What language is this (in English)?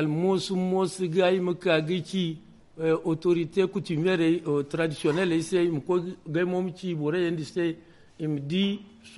Zarma